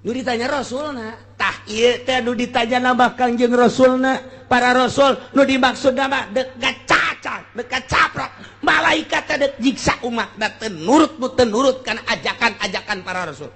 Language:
Sundanese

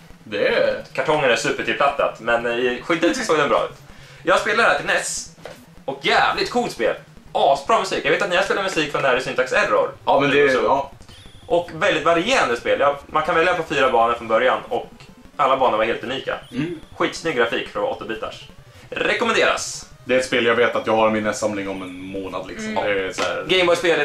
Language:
Swedish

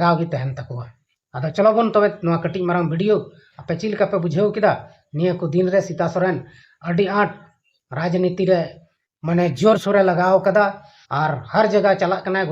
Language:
Santali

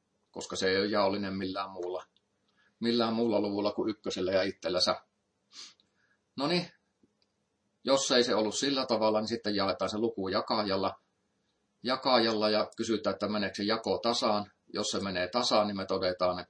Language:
Finnish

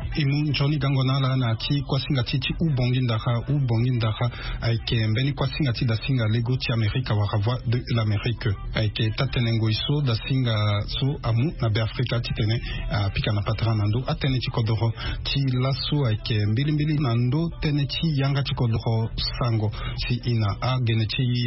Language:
Sango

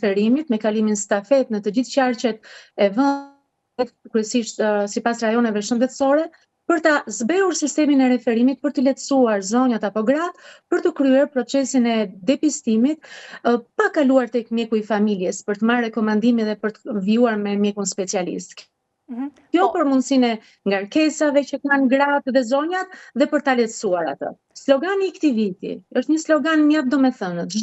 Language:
Albanian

